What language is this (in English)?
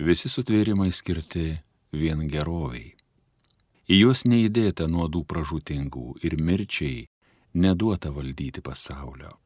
Lithuanian